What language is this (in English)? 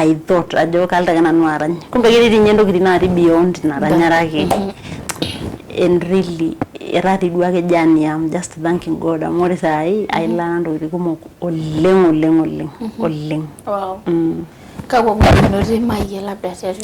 Masai